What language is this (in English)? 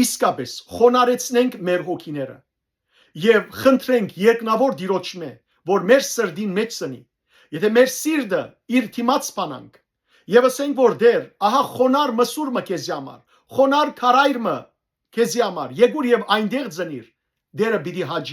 Western Armenian